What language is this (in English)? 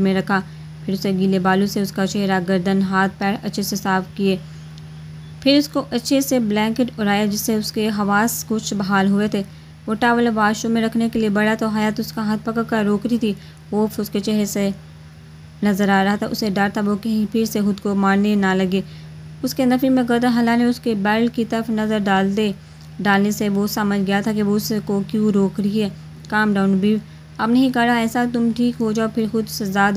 Urdu